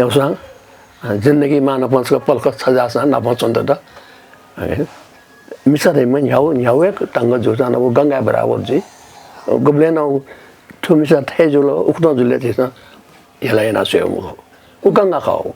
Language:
Newari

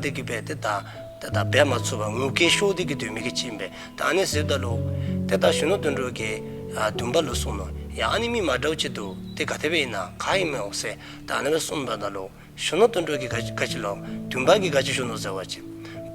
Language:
Dzongkha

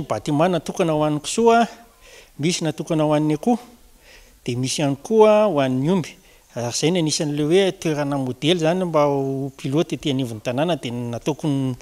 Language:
Malagasy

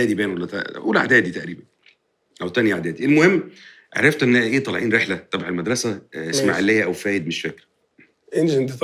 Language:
Egyptian Arabic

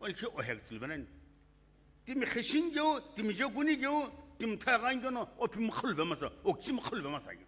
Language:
Sumi Naga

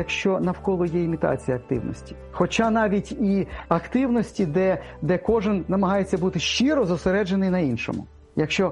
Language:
Ukrainian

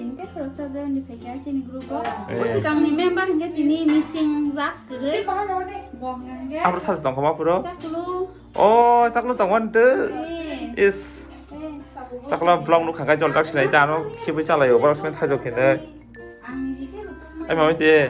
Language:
Kok Borok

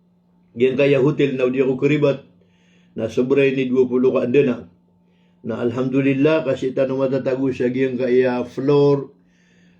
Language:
Maranao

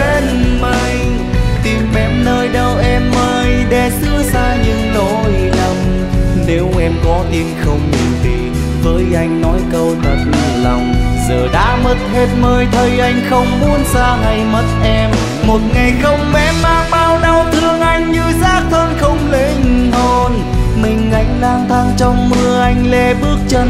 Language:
Vietnamese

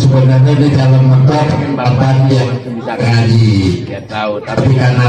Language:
Betawi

